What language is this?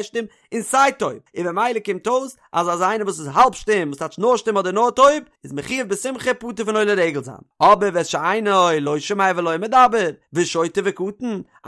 Yiddish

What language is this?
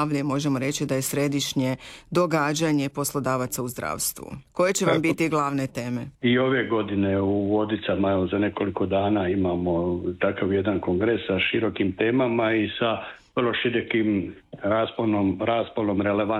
Croatian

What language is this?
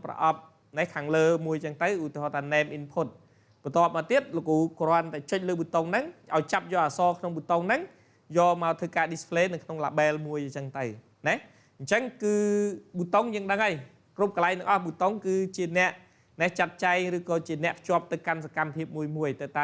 Khmer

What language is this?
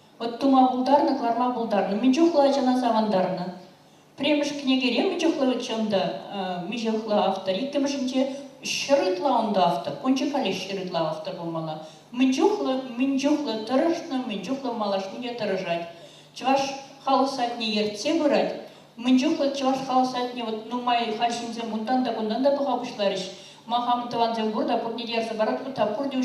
Chuvash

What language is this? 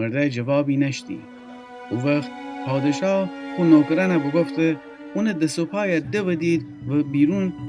Gilaki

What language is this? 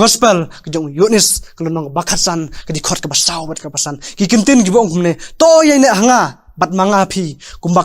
Khasi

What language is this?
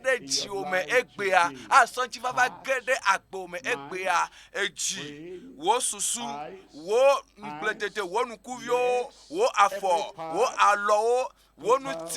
Ewe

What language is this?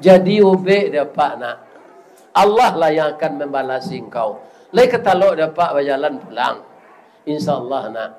Minangkabau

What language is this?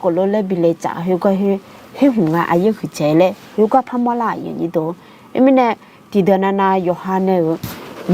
Akha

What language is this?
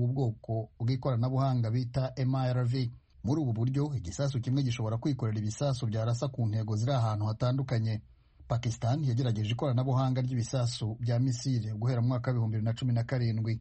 Kinyarwanda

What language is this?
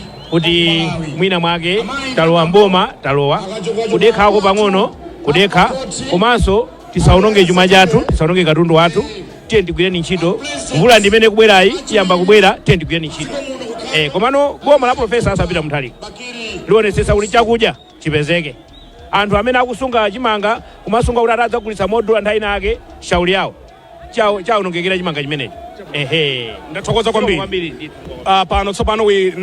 Nyanja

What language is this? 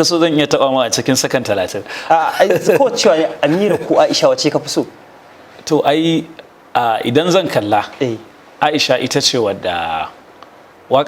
Hausa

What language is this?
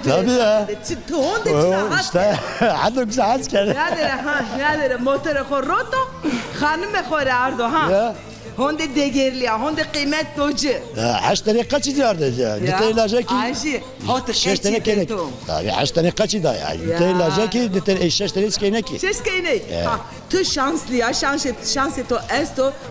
Zaza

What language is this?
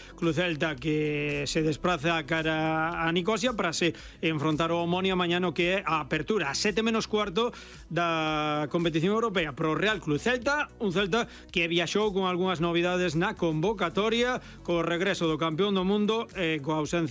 Galician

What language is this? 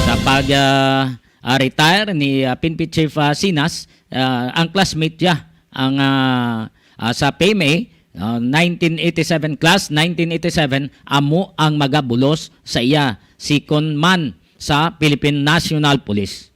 Hiligaynon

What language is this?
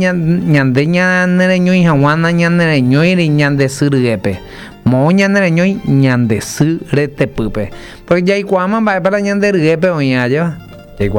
Guarani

